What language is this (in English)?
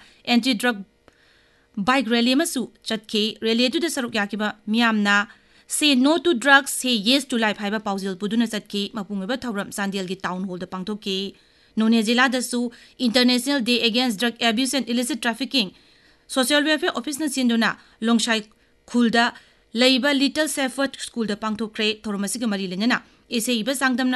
Manipuri